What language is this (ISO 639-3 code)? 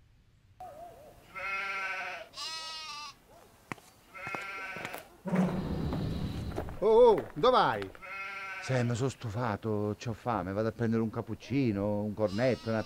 ita